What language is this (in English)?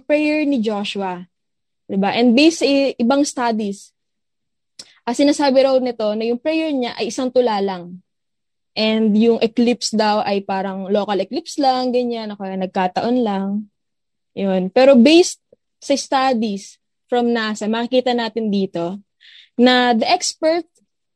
Filipino